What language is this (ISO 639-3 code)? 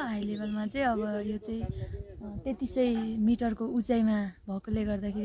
nep